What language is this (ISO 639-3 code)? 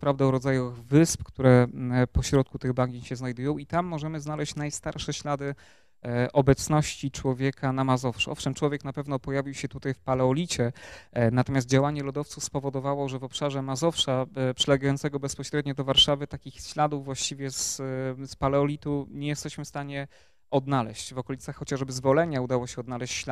pol